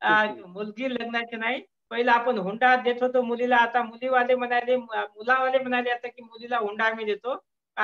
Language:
Marathi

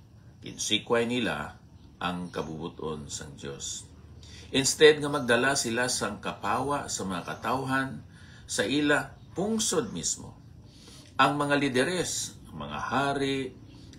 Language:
Hiligaynon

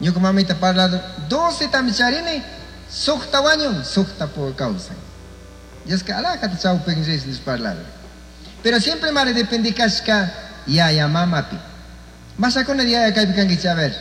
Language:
Chimborazo Highland Quichua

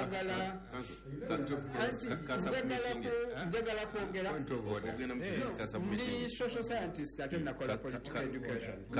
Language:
Ganda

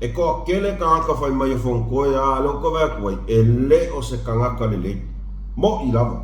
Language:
Samoan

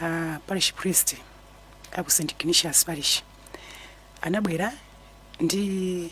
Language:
Nyanja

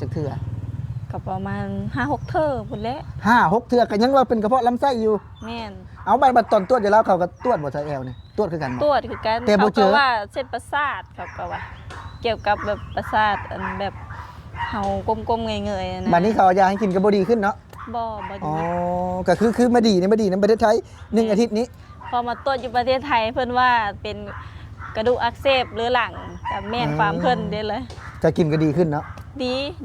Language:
Lao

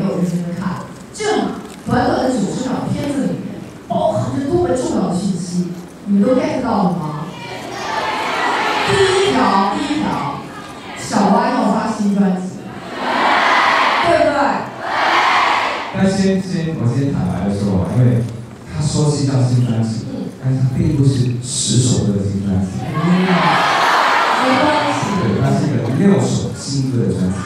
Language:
Chinese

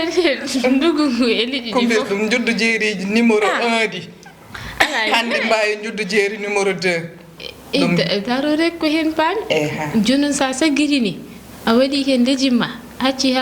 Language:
Fula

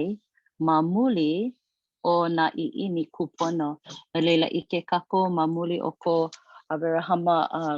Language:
Hawaiian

